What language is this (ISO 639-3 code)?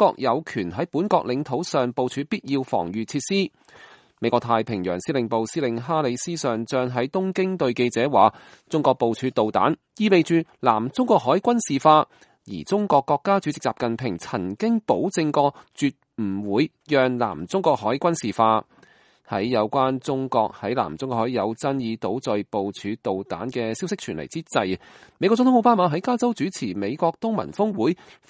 yue